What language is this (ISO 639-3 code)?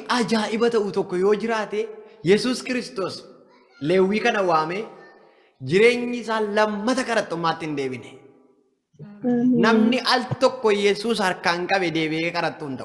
orm